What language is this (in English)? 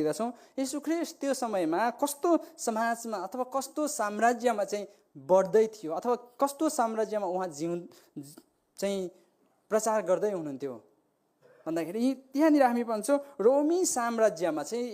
Nepali